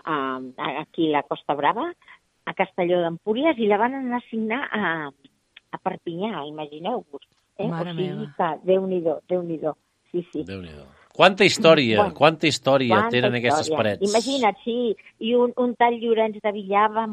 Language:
Catalan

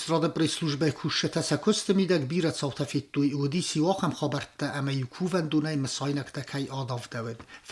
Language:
Ossetic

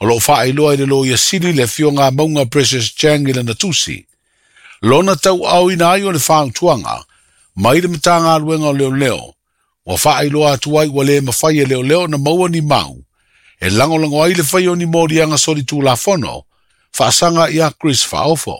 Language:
Samoan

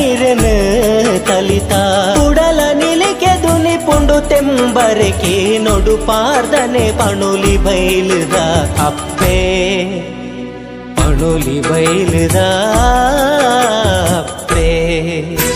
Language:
Tulu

